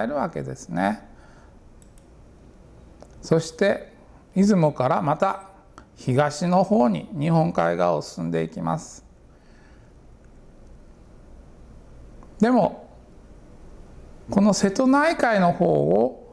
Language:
Japanese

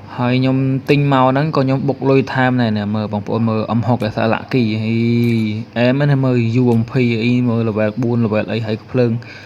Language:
Khmer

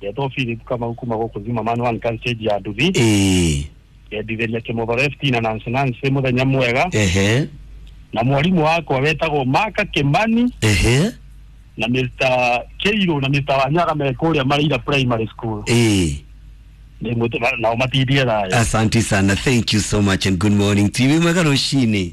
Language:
Kikuyu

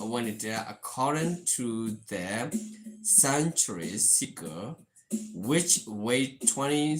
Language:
S'gaw Karen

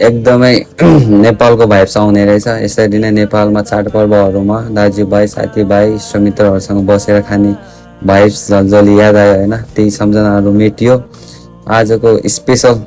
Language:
Nepali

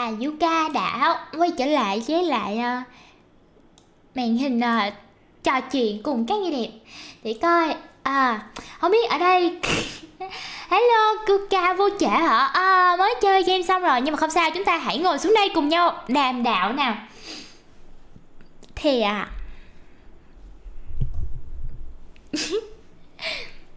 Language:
Vietnamese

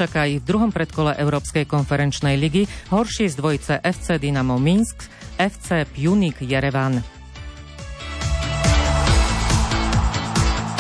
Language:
Slovak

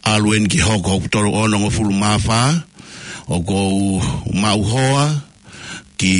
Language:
Tongan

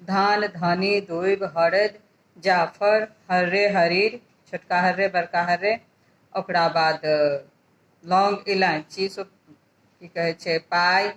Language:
Maithili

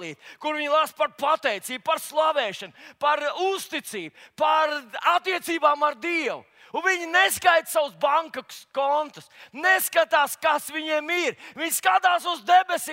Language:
Latvian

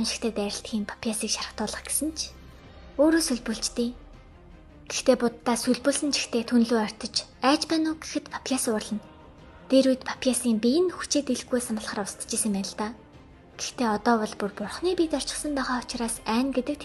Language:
Mongolian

